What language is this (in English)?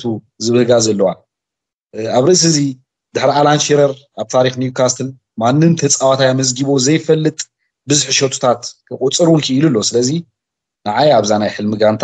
Tigrinya